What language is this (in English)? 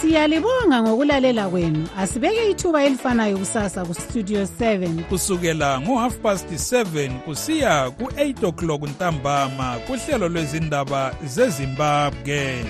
North Ndebele